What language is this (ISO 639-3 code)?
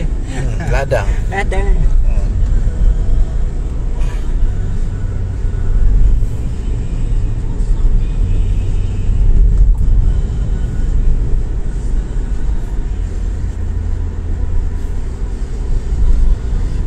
msa